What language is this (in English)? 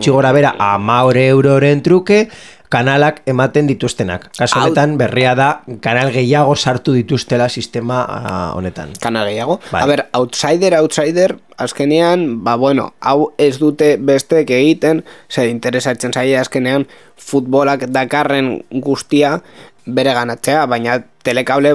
Basque